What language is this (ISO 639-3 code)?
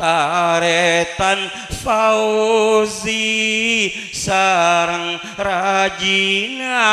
mad